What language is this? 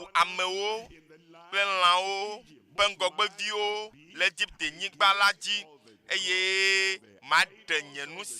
Ewe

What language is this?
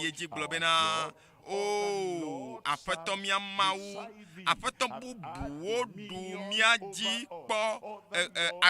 Ewe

